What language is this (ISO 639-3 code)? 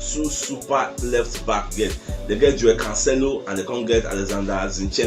pcm